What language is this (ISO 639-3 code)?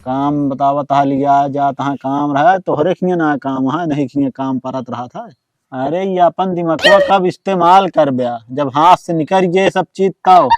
awa